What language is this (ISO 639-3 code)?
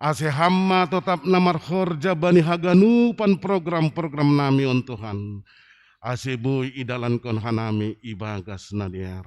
bts